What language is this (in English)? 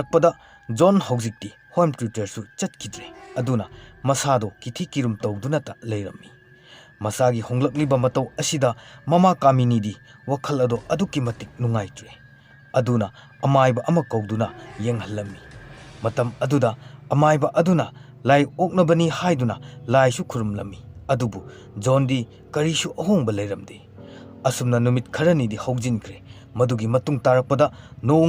Manipuri